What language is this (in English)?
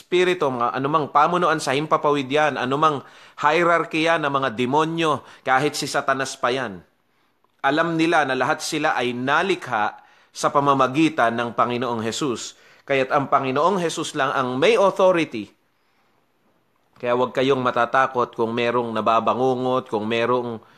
Filipino